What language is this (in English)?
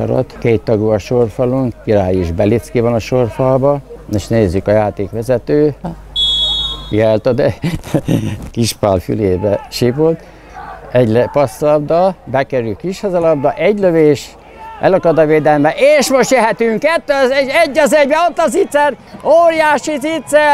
Hungarian